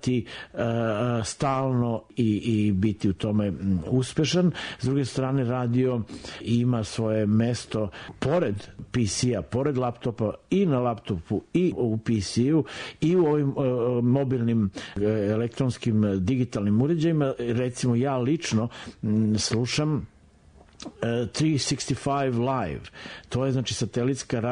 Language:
Serbian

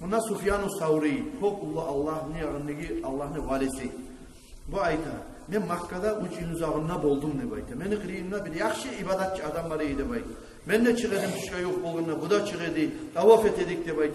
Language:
Kumyk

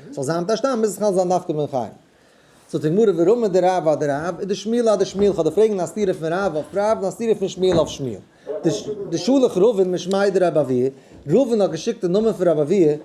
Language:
Yiddish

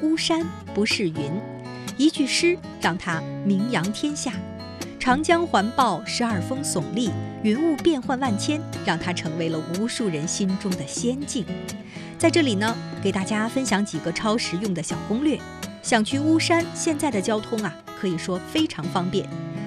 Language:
Chinese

